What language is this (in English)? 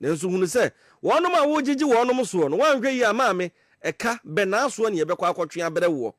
Akan